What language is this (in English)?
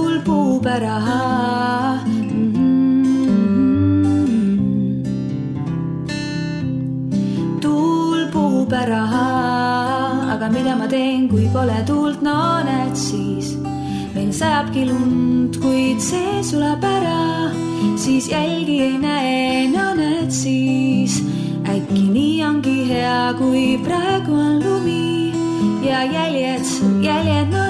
Estonian